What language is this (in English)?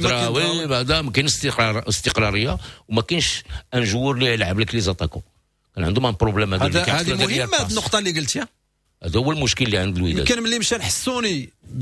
Moroccan Arabic